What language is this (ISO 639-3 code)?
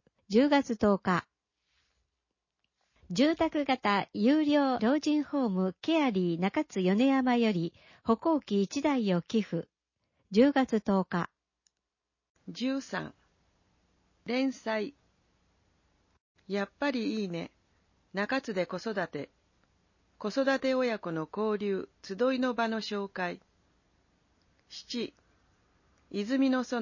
jpn